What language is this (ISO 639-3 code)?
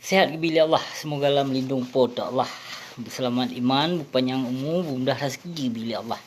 ace